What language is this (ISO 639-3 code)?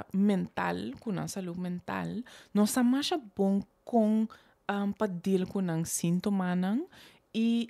pap